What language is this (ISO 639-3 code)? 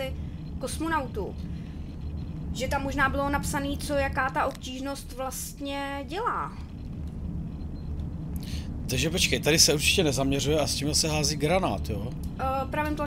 ces